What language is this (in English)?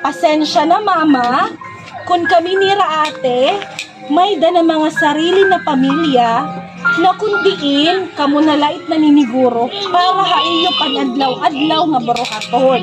Waray